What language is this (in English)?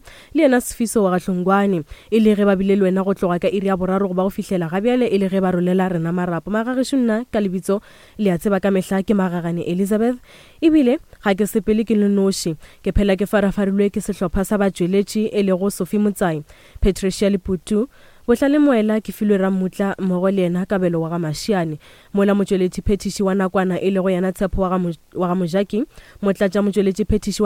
Northern Sotho